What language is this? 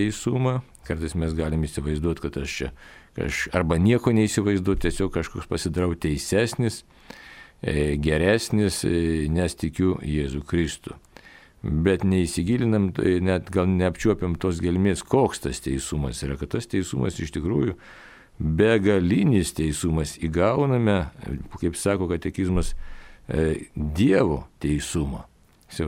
Lithuanian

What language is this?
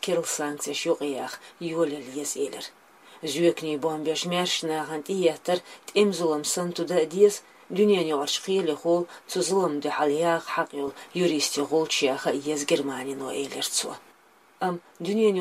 Chechen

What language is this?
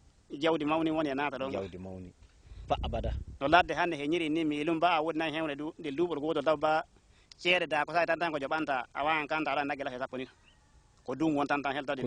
Fula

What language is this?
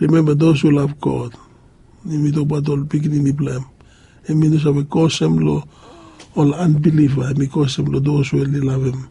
Bislama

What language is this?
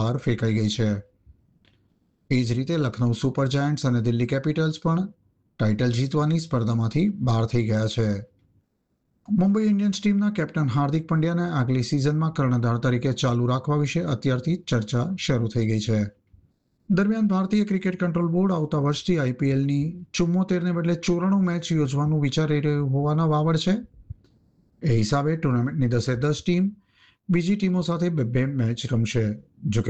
Gujarati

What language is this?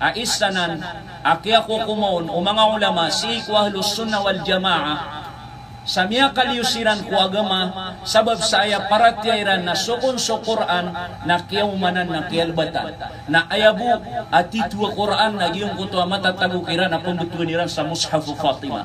Maranao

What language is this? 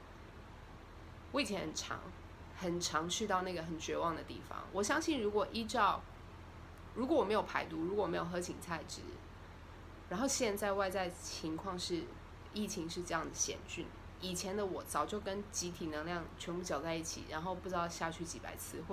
Chinese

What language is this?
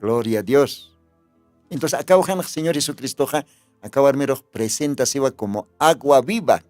Aymara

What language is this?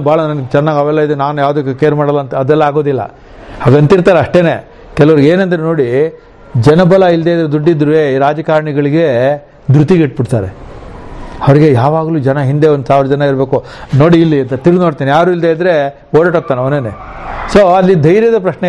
Kannada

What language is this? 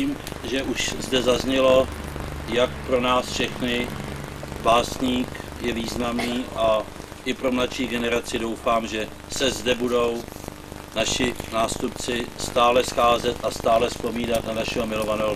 Czech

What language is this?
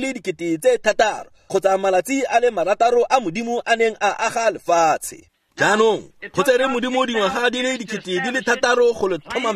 Tswana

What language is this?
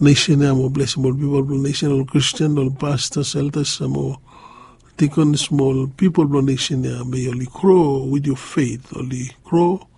Bislama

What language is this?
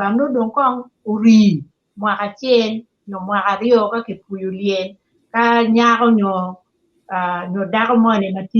Acoli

